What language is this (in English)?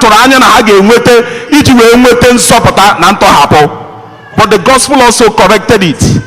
Igbo